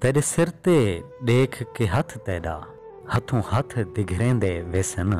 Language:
Saraiki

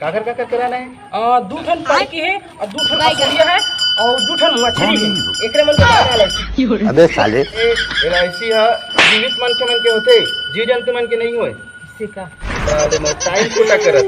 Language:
Chhattisgarhi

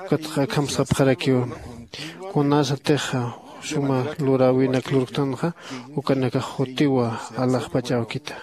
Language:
Aymara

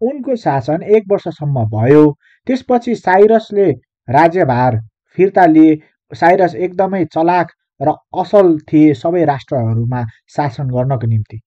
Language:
Nepali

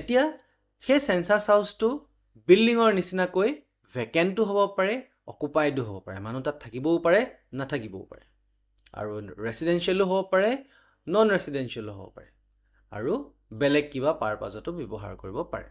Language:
Assamese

